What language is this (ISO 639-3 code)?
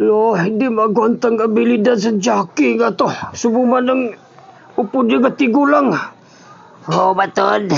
hil